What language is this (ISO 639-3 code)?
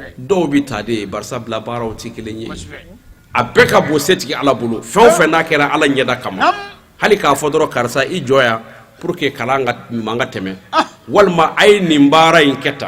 bam